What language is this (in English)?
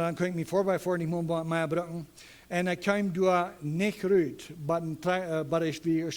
Plautdietsch